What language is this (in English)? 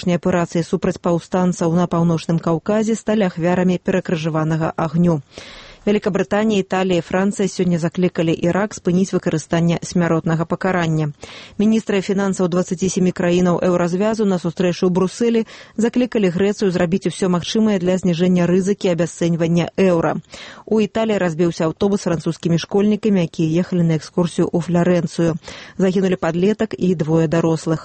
Belarusian